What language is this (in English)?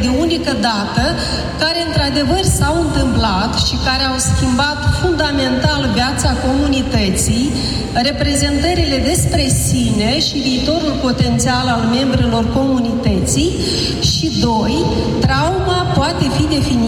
Romanian